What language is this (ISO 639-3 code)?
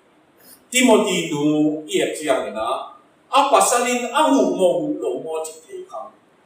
ctd